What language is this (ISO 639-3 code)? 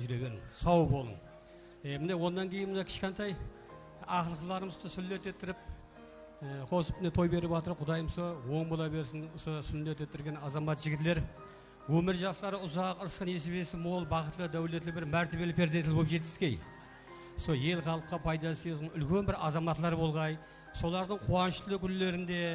kaa